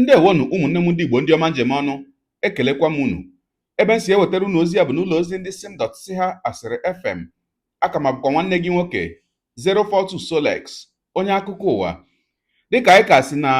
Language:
Igbo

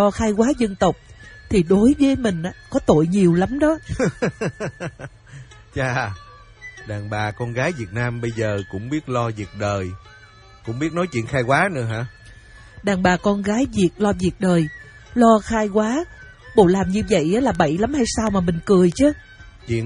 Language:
Vietnamese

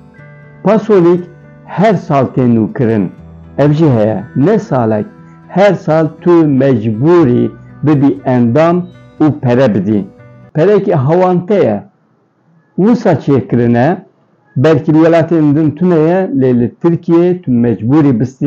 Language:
Kurdish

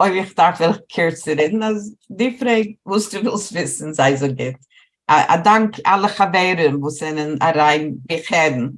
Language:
Yiddish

